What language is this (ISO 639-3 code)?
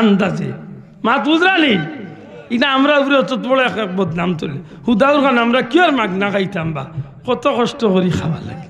syl